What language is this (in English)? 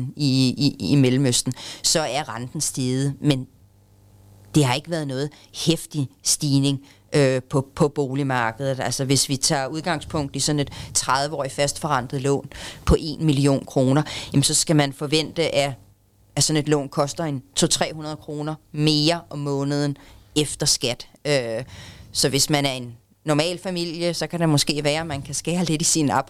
Danish